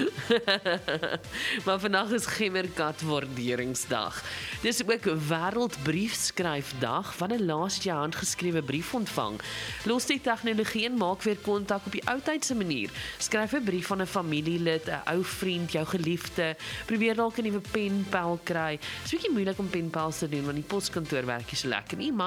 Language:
Afrikaans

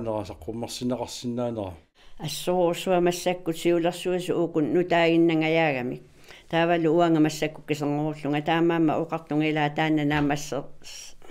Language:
Kalaallisut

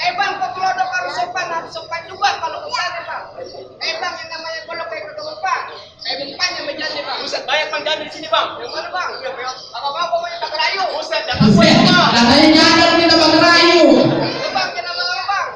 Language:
Betawi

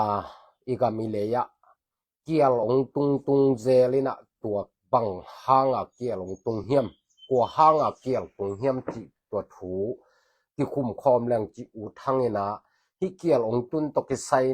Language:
Tedim Chin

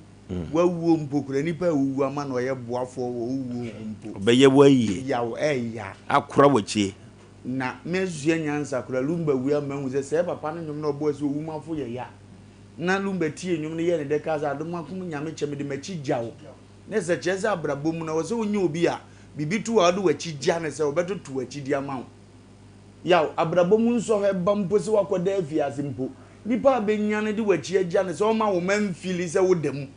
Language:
Akan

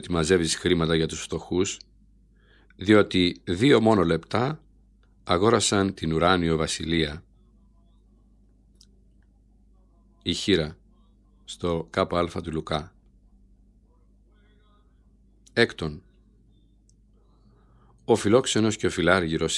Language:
Greek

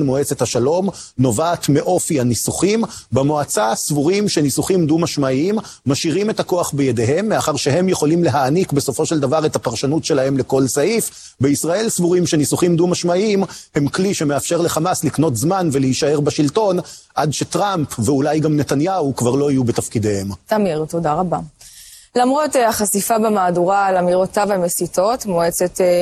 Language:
Hebrew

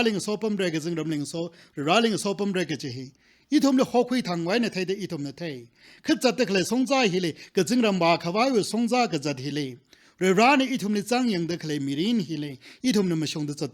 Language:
Tangkhul Naga (India)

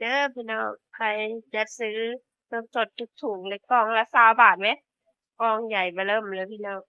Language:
Northeastern Thai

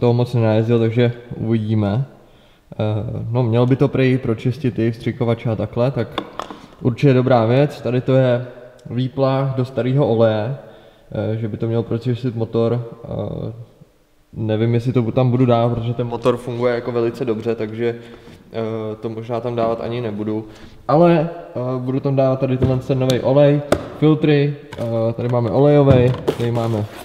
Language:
Czech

